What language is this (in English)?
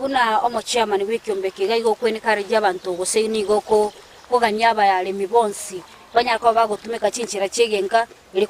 Gusii